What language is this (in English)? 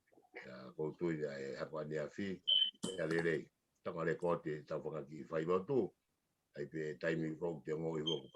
Tongan